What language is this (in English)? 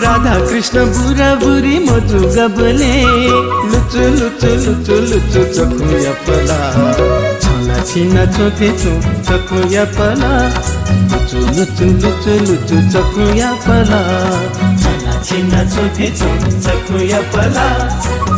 Newari